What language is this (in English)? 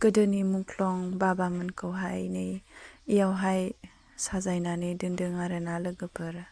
Bodo